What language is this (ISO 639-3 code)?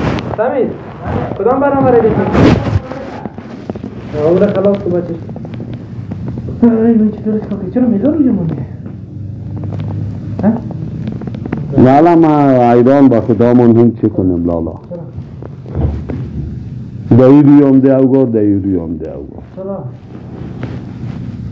fas